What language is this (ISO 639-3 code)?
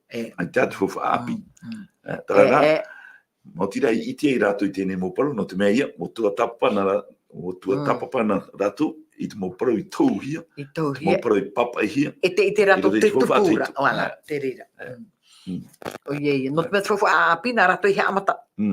tah